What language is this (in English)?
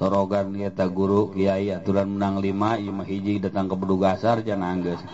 Sundanese